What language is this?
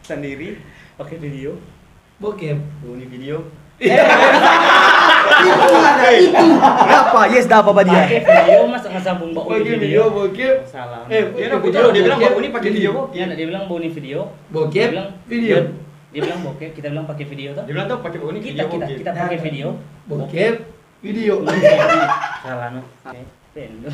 Manado Malay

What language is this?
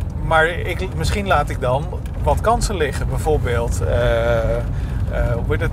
Dutch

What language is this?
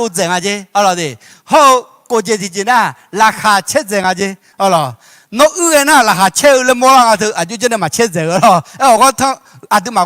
Akha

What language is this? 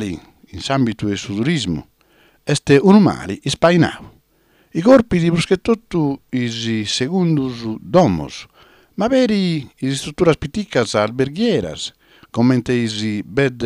Sardinian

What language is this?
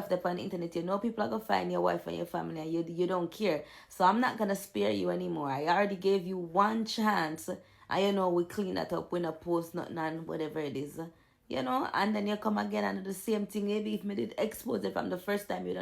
Jamaican Creole English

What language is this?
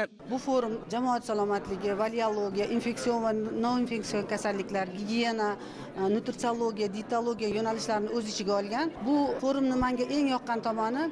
Uzbek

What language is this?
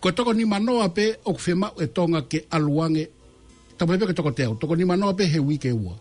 Tongan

